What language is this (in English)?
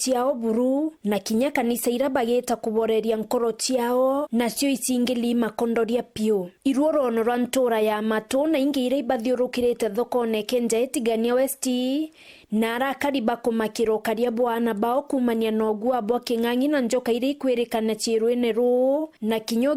Meru